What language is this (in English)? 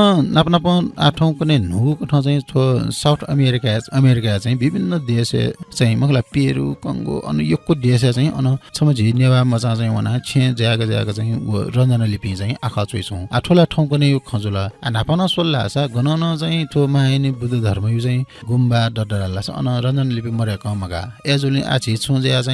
Newari